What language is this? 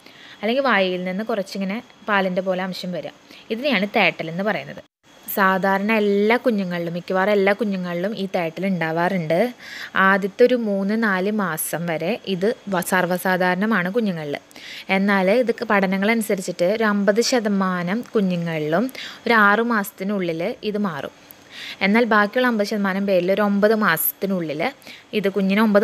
Malayalam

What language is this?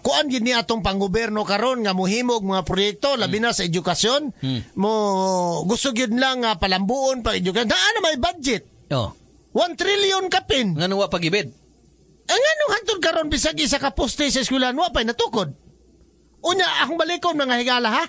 Cebuano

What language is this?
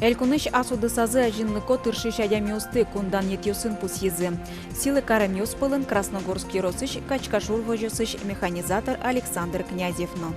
Udmurt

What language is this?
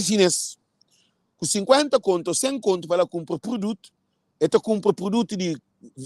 Kabuverdianu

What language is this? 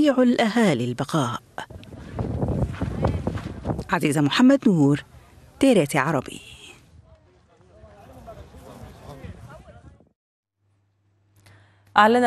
Arabic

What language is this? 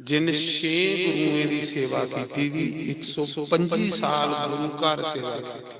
Dogri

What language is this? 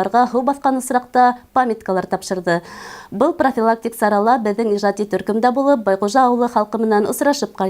Bashkir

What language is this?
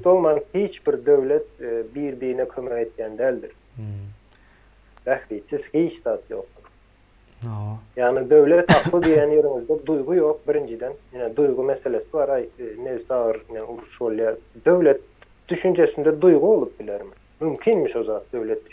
Turkmen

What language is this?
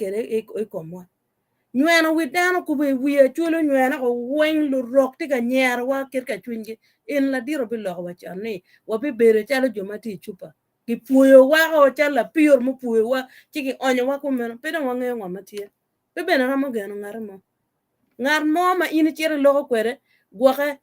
Acoli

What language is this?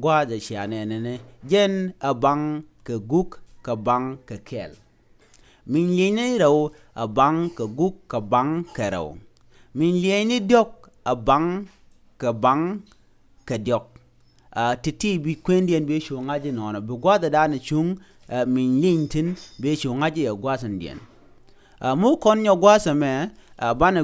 Nuer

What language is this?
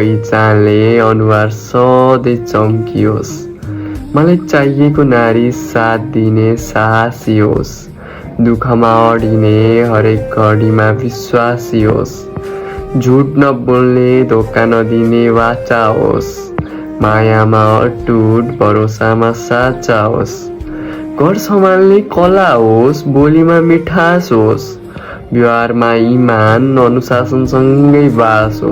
Nepali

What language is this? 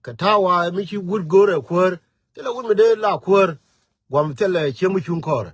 Nuer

